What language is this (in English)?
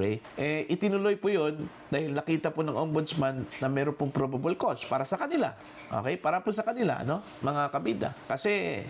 Filipino